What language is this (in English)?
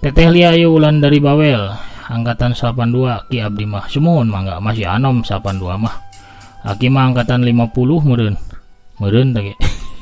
Sundanese